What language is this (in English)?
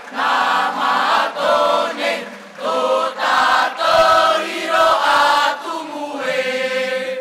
Tahitian